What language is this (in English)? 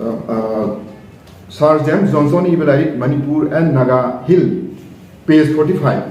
Manipuri